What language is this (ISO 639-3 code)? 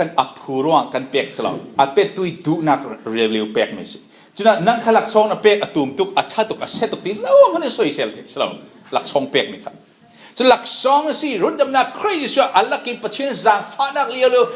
cfm